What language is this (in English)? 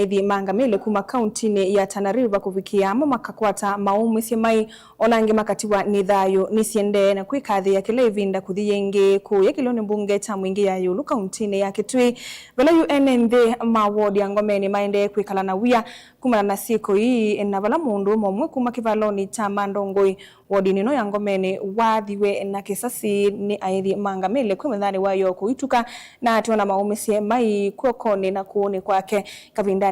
Kamba